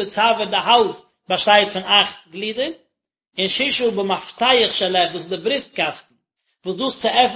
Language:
Yiddish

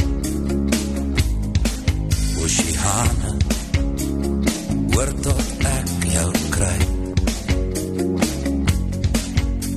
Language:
Afrikaans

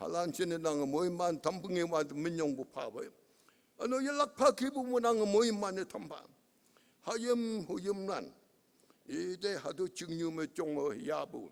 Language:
Konyak Naga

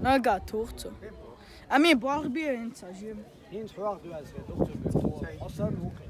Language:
Chechen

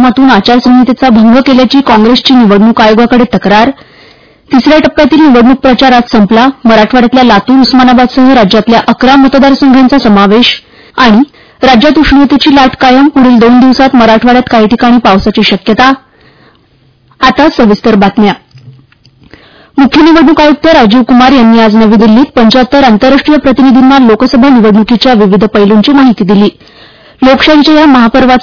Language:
Marathi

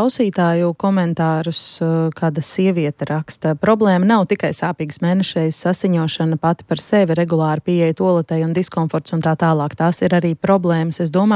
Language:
Latvian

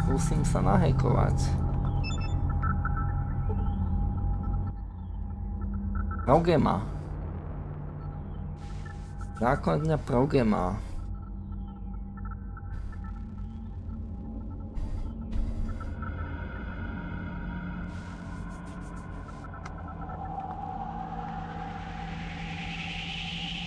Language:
Slovak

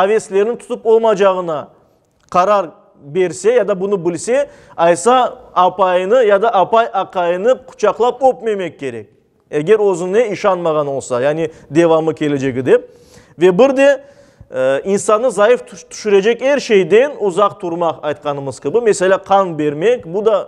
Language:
Crimean Tatar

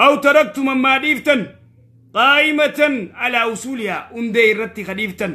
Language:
Oromo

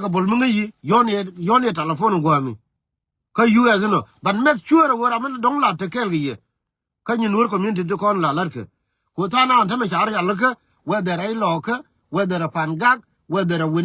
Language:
Nuer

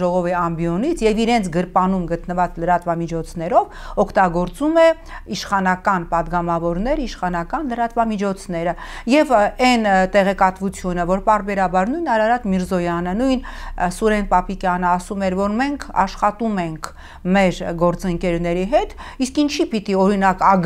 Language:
Armenian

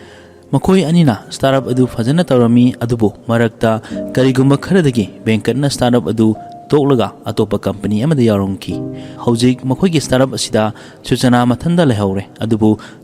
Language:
Manipuri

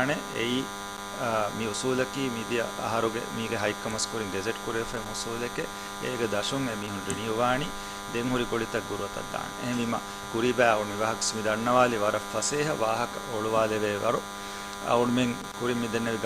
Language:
Divehi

